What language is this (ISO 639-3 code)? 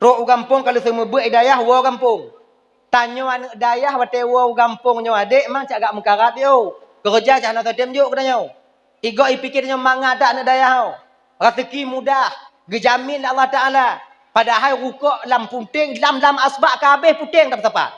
ace